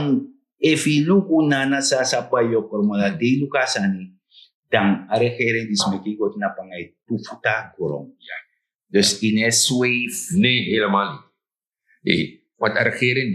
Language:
Sranan Tongo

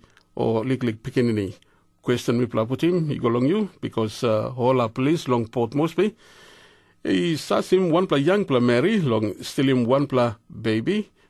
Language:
Tok Pisin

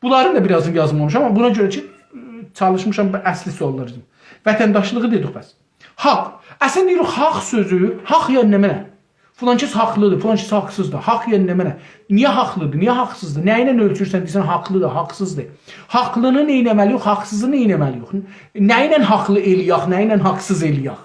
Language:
South Azerbaijani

